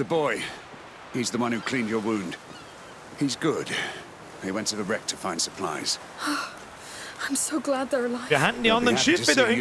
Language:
Bavarian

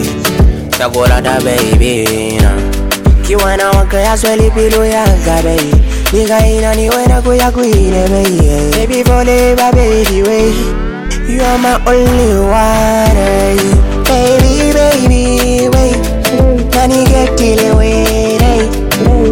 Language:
Swahili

